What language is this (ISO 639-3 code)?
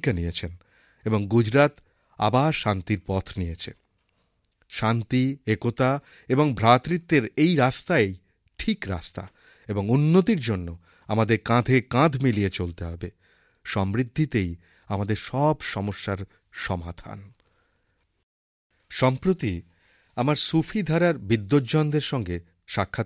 ben